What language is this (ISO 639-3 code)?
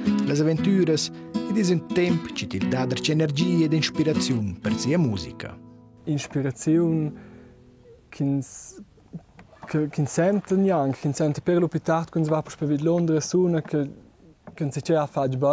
roh